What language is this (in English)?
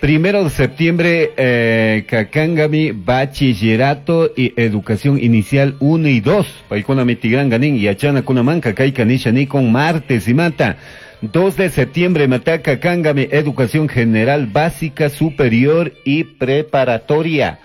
Chimborazo Highland Quichua